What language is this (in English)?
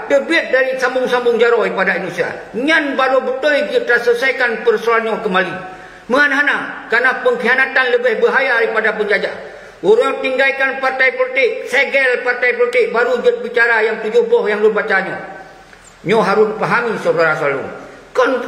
Achinese